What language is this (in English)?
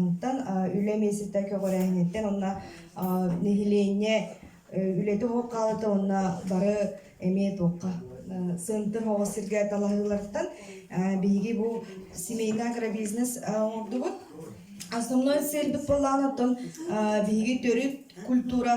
Yakut